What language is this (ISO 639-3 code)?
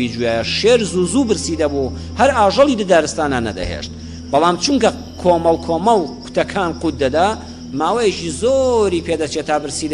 ckb